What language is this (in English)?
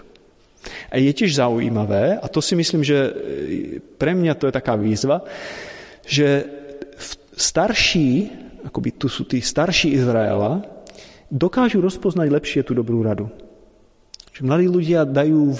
Slovak